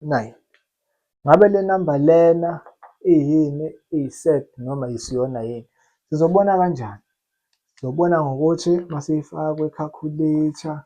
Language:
Zulu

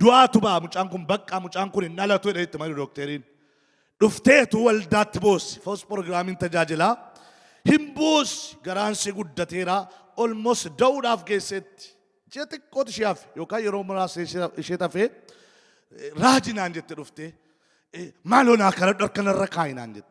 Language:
Oromo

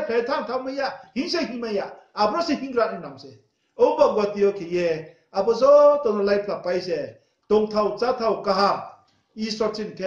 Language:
Riang (India)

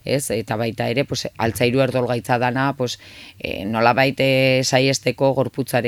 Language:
Basque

